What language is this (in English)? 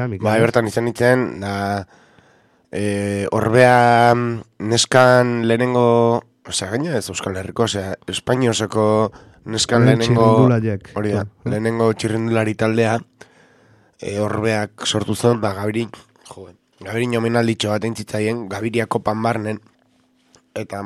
Basque